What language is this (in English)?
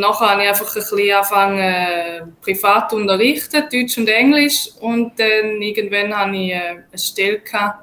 Swiss German